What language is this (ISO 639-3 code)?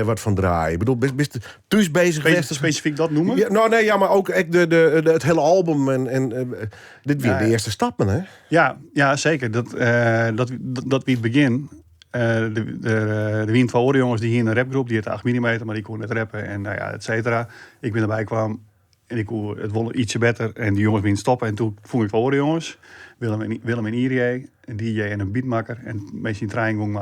fry